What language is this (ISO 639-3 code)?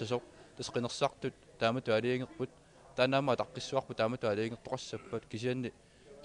kal